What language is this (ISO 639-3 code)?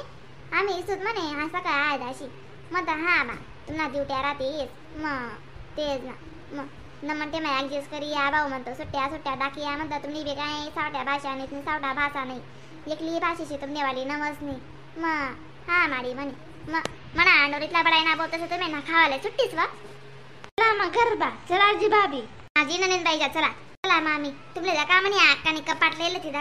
khn